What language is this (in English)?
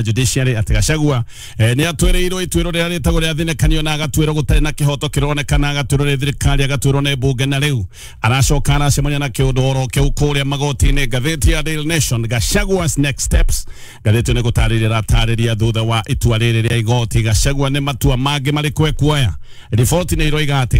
Kikuyu